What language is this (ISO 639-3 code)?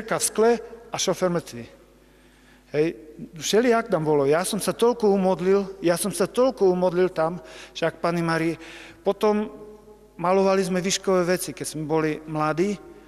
slk